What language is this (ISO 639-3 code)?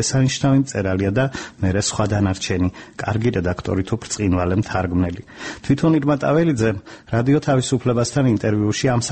kat